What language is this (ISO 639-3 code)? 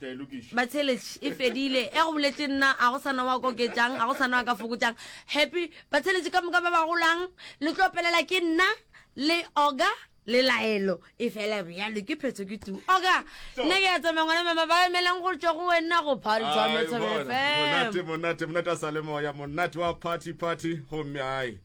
nso